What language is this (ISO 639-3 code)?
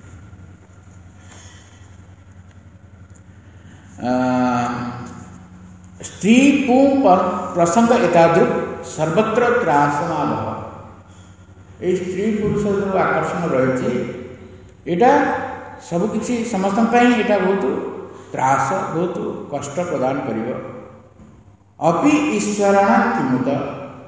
ori